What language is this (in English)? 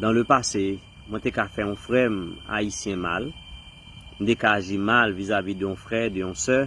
Haitian Creole